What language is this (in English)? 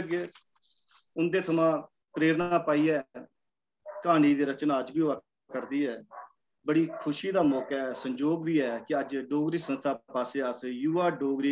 Dogri